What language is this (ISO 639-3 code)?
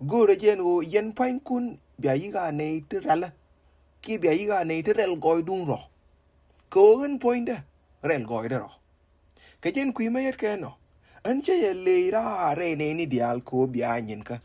nus